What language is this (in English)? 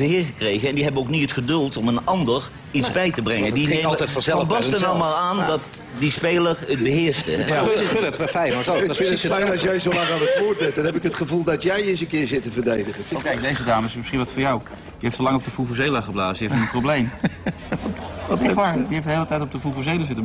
Dutch